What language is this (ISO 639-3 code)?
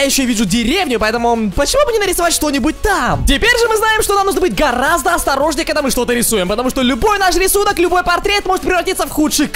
rus